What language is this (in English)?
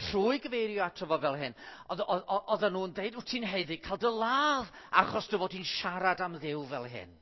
Welsh